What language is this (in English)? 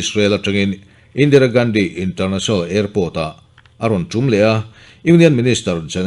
Mizo